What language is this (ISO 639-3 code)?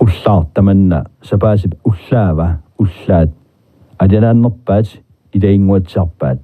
kal